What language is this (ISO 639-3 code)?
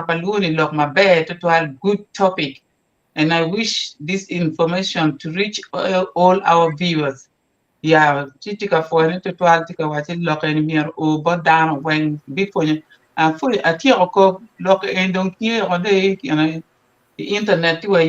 ach